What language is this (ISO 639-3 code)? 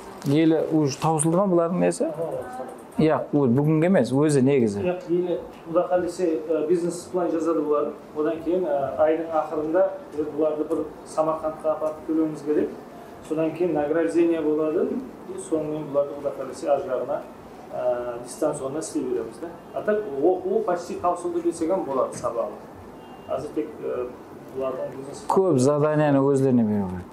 kaa